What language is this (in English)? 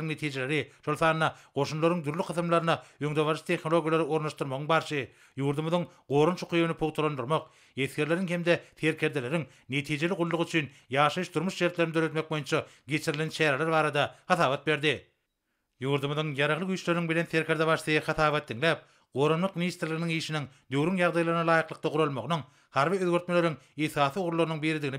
Turkmen